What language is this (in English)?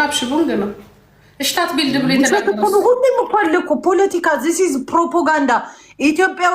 Amharic